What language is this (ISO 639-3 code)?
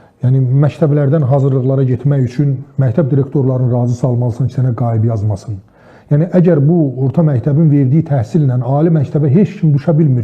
aze